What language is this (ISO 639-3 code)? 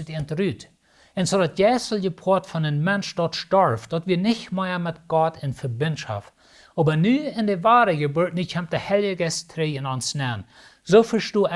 pdt